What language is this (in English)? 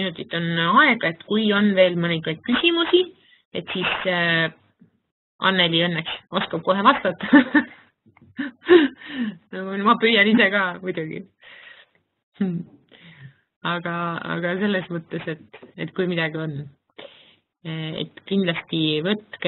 Estonian